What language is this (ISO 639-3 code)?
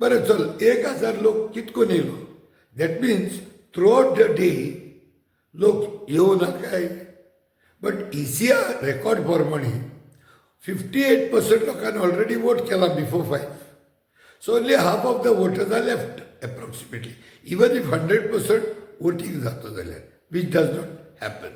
kok